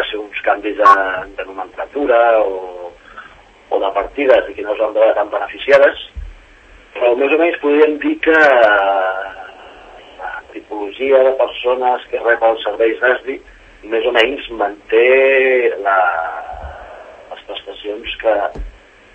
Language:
Catalan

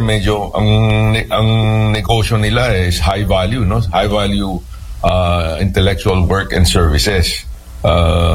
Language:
Filipino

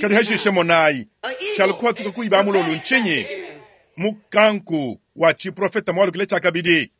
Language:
Luba-Lulua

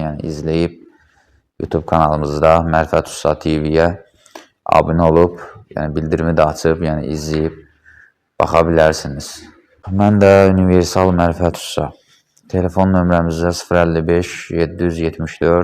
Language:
Azerbaijani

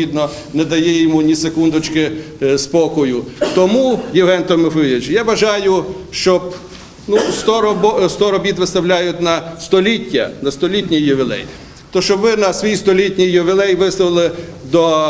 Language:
Ukrainian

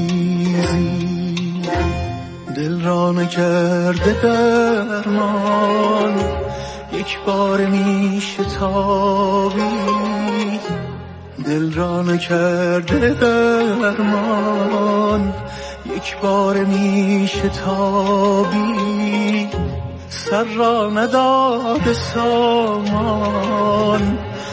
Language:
Persian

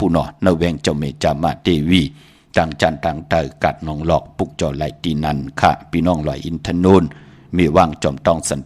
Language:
Shan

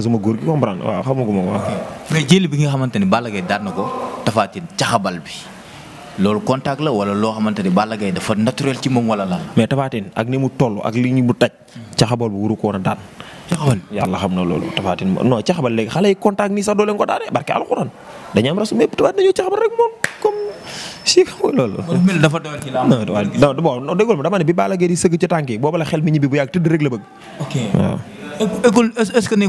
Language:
Wolof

